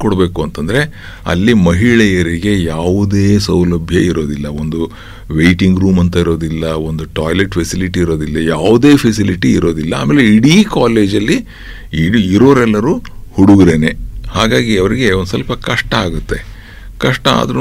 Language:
Kannada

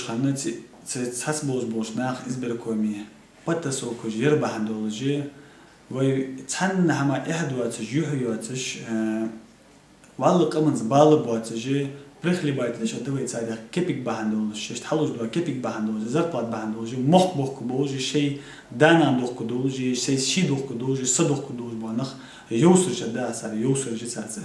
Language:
Ingush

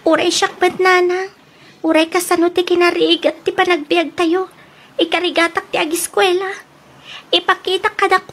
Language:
Iloko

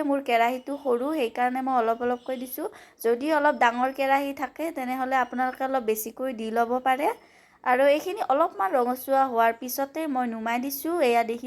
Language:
Assamese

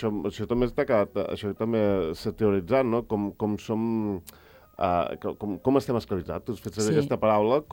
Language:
Catalan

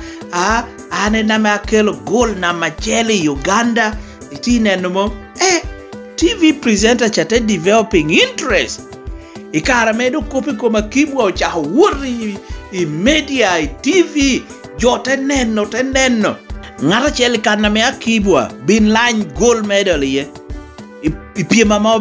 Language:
Lango (Uganda)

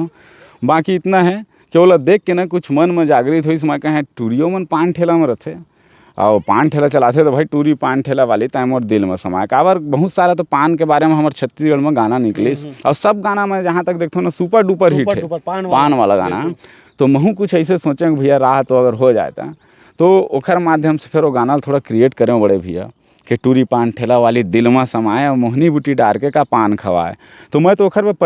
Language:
Chhattisgarhi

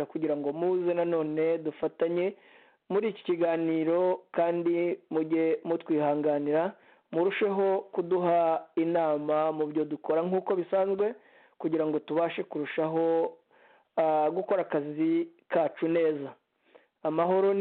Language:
Kinyarwanda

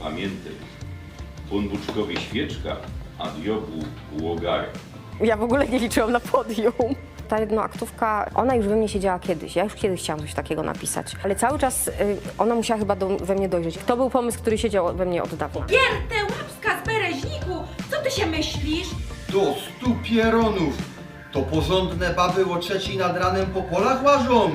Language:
Silesian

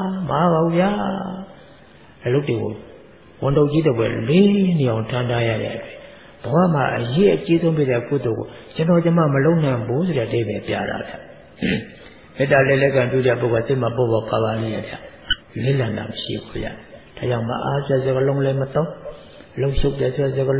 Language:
Burmese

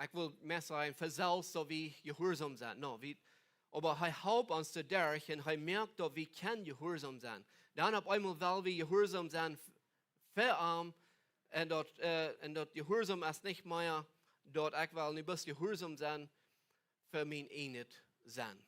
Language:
Plautdietsch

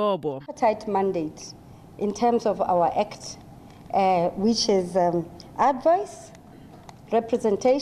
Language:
Tswana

